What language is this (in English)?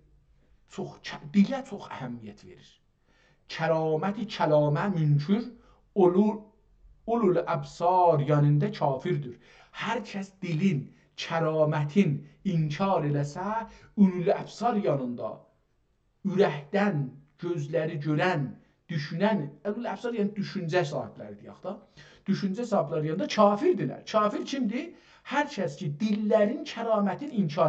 South Azerbaijani